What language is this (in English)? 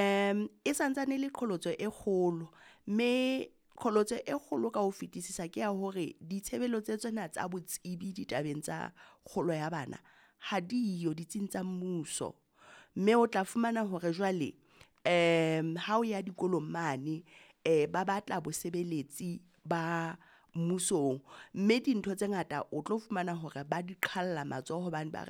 Southern Sotho